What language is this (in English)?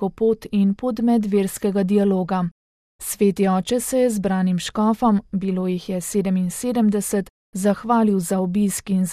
Slovenian